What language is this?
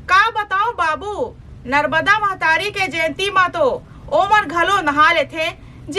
Chhattisgarhi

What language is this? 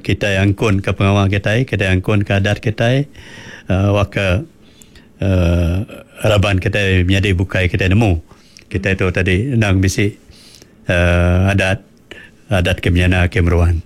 Iban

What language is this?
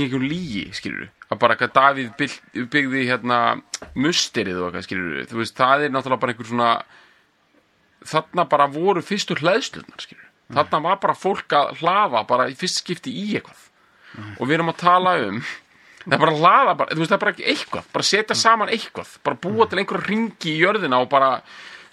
Icelandic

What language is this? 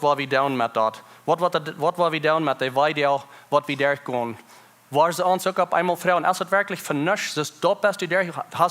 Plautdietsch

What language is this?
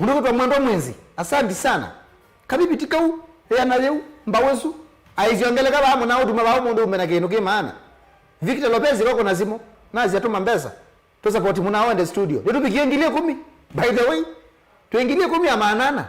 Kamba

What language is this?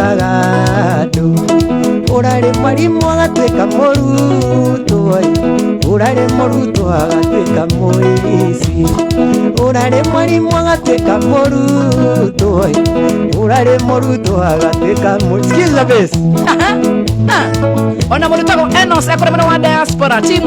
Kikuyu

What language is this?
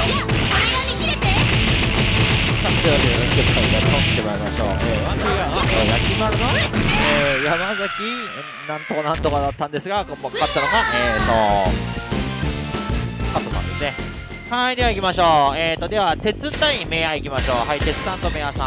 Japanese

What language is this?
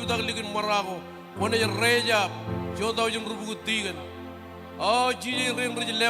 Marshallese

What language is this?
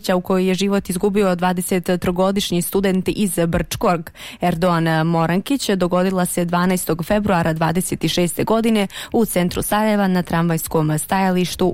Bosnian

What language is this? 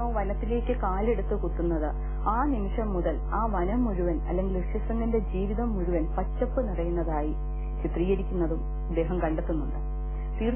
Malayalam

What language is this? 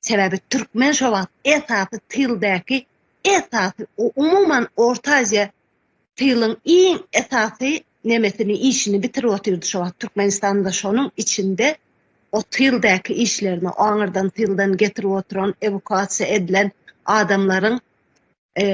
Turkmen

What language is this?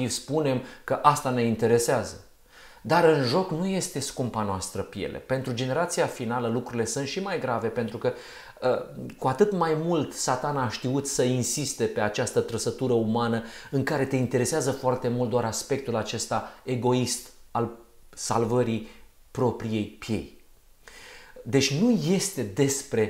Romanian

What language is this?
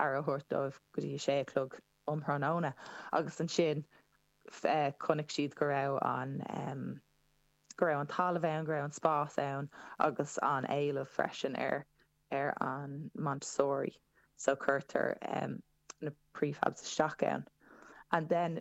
Irish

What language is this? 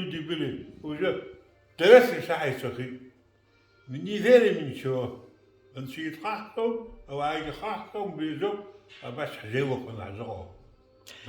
Abkhazian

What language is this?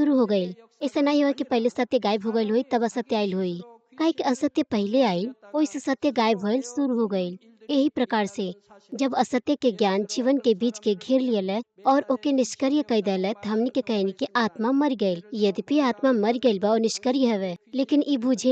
Bhojpuri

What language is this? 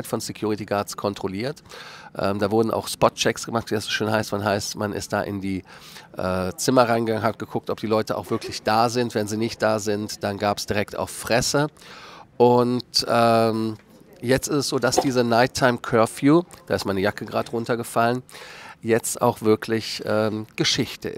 German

